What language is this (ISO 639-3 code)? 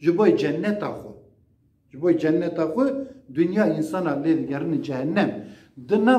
kur